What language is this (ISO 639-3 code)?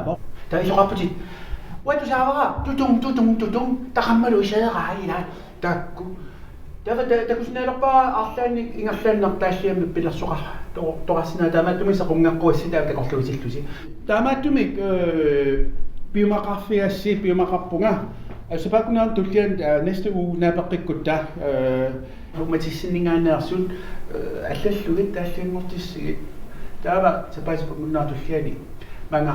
kal